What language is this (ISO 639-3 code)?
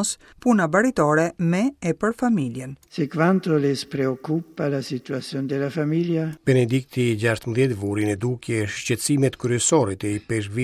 sqi